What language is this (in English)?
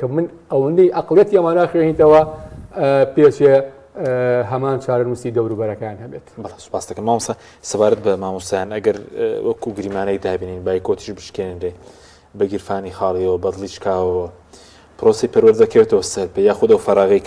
Central Kurdish